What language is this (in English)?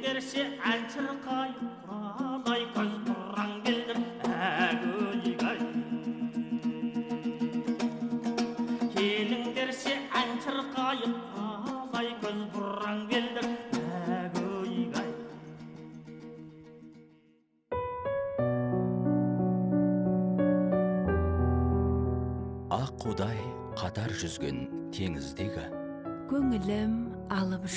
Kazakh